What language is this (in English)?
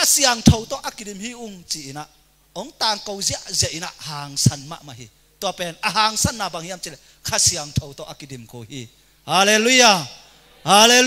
Tedim Chin